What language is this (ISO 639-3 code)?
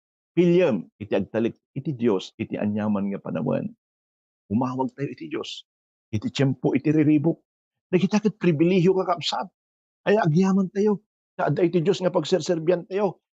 ilo